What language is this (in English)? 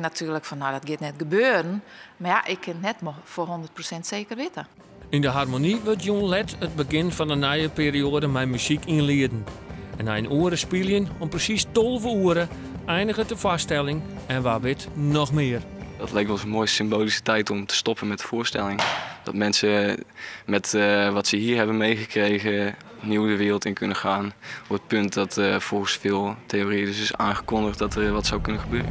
Western Frisian